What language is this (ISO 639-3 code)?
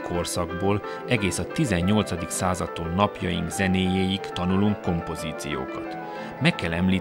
hun